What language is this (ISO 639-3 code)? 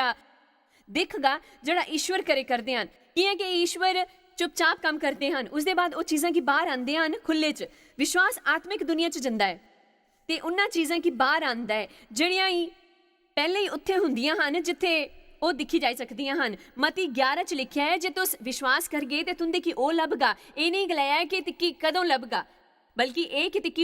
doi